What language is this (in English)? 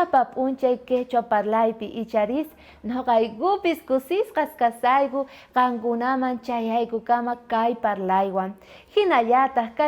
South Bolivian Quechua